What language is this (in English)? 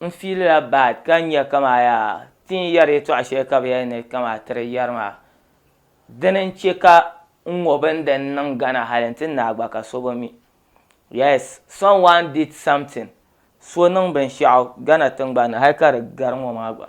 Dagbani